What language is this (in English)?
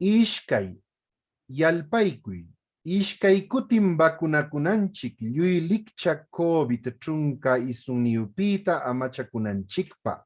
Huaylla Wanca Quechua